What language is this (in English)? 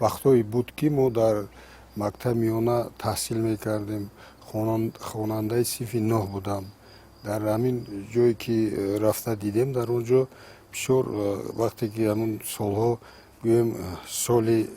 Tajik